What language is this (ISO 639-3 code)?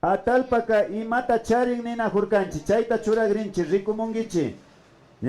qvi